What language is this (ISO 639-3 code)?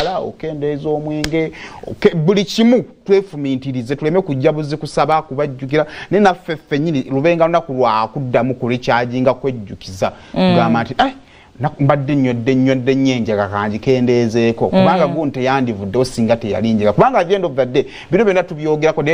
lug